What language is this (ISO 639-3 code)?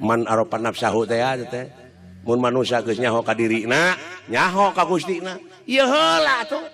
sun